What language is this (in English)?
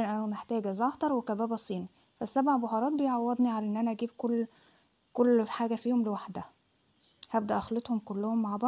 Egyptian Arabic